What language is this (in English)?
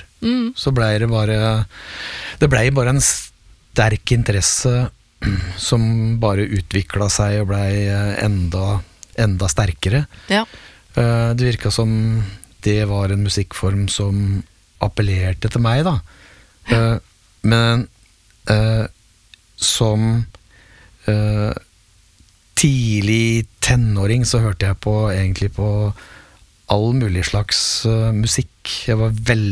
Norwegian